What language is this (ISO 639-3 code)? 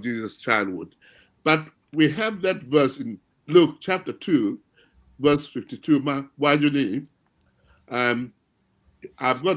ach